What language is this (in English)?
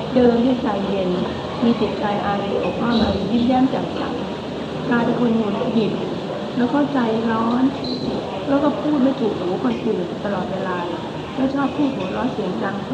Thai